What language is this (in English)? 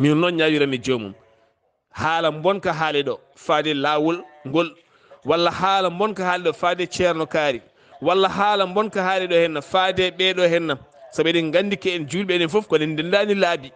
Fula